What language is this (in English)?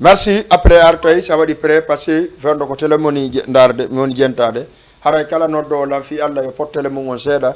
Fula